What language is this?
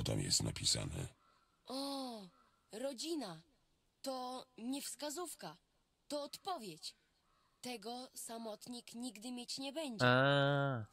Polish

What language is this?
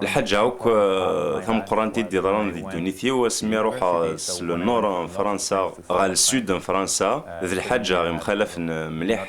Kabyle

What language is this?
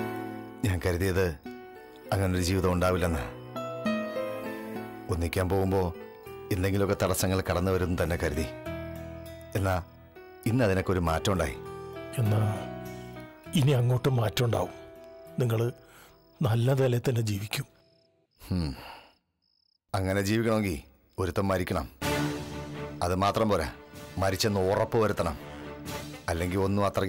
Malayalam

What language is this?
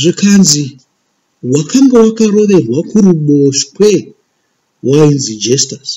Shona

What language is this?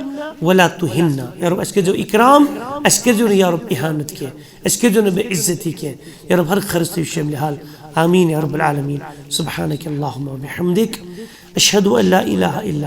Kashmiri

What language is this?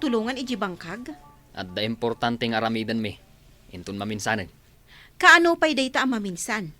Iloko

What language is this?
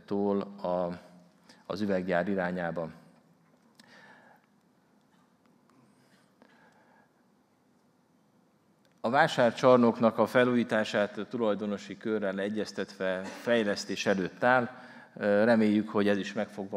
Hungarian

